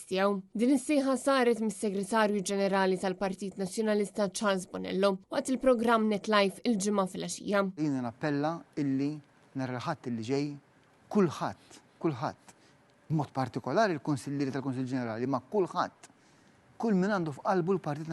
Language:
Maltese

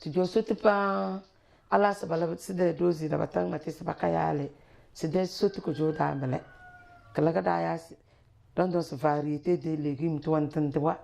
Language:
Tem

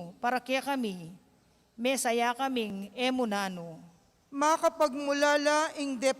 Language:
Pampanga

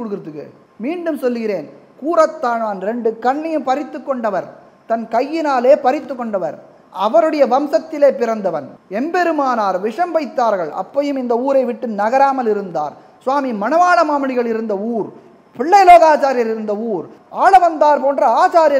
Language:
Tamil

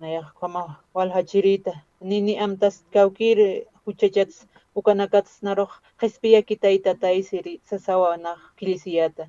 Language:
Aymara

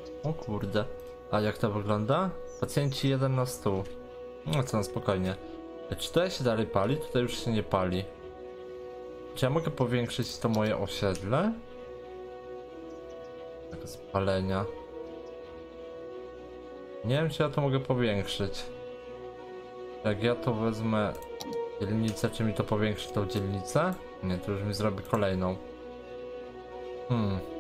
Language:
Polish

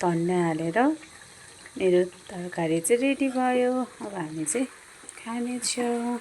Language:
Nepali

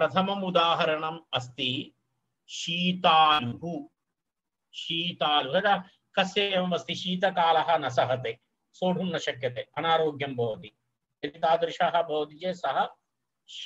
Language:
Sanskrit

